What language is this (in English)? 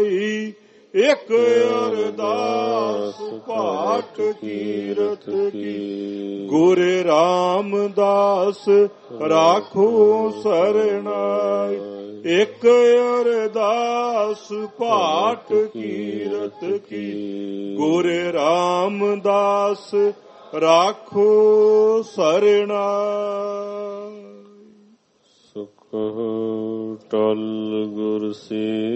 Punjabi